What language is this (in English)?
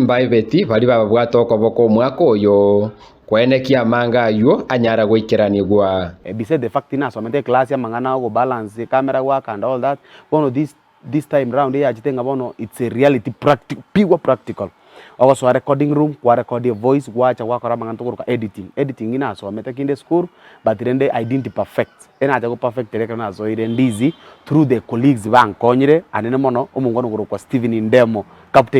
Gusii